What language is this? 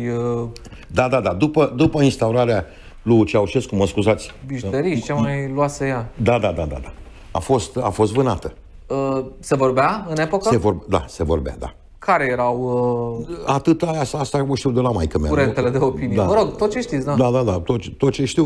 Romanian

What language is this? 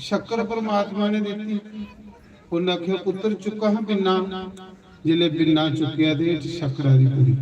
Dogri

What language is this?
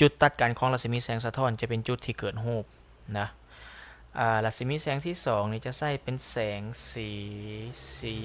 Lao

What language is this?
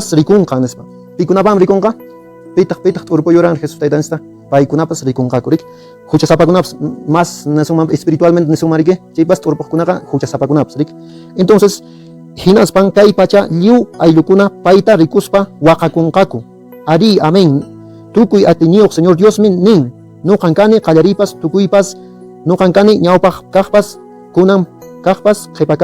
Quechua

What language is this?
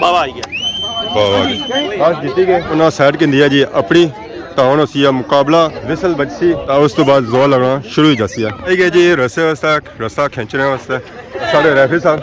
Pahari-Potwari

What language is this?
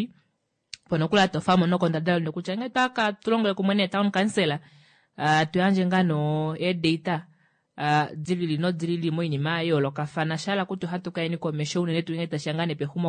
Kuanyama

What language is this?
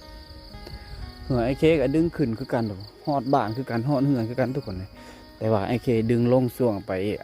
Lao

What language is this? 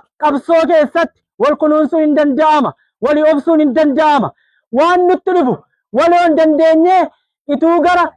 Oromo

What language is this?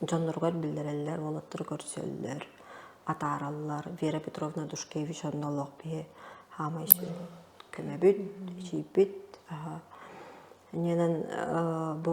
Yakut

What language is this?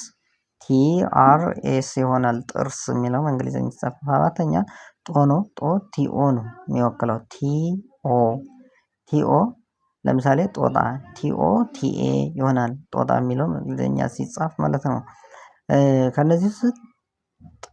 Amharic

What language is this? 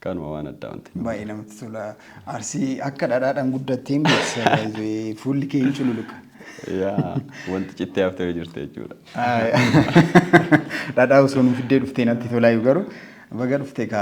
Oromo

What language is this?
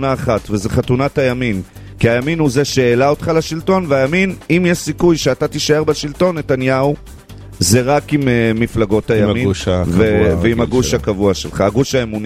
Hebrew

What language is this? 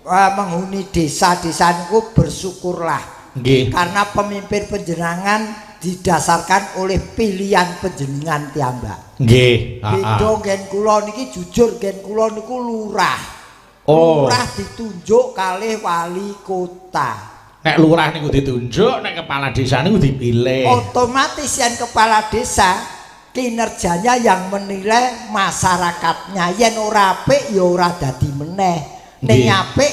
Javanese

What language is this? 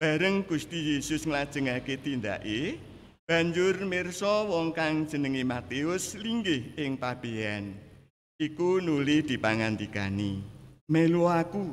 Javanese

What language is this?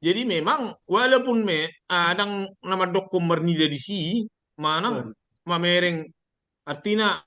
Batak Toba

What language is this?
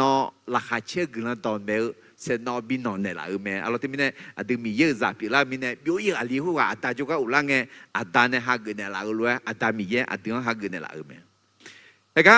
Akha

